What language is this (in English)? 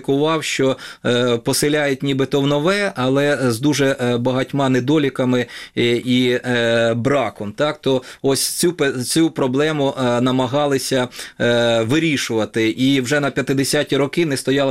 Ukrainian